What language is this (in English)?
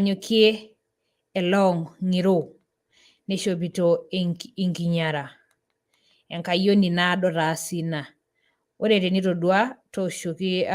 Masai